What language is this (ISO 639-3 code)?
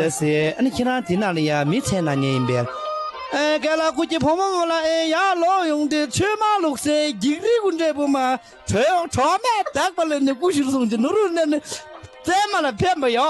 bod